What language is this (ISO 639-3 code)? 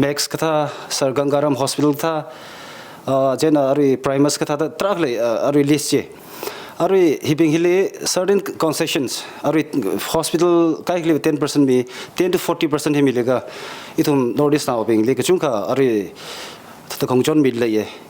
nmf